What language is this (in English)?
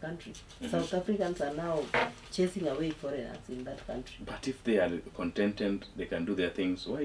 Luo (Kenya and Tanzania)